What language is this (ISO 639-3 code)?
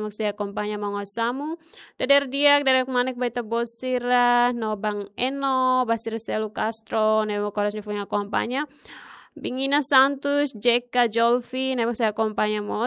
tet